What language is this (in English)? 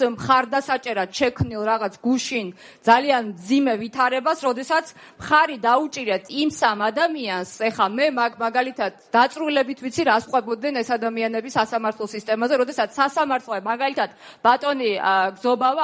Georgian